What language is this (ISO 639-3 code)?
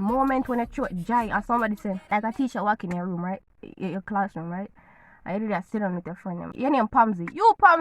jam